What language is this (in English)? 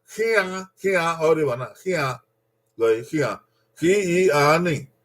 Bini